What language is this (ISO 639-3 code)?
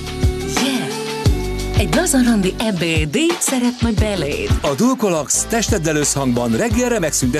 hun